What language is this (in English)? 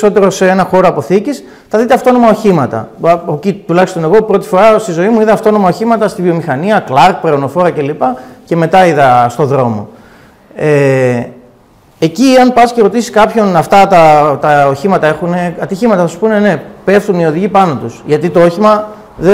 Greek